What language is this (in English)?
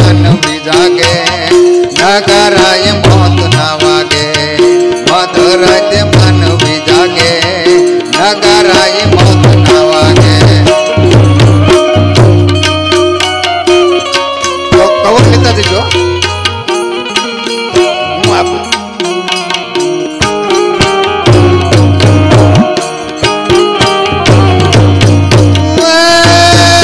Gujarati